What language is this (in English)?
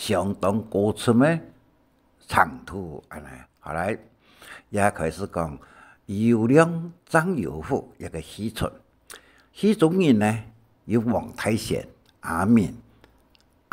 Hakka Chinese